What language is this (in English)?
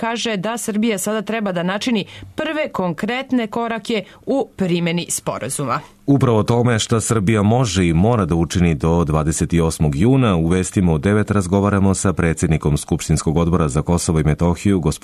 Serbian